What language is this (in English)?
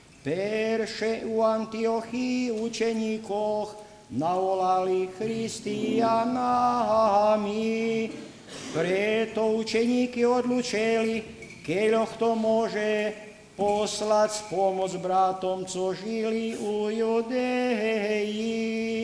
Rusyn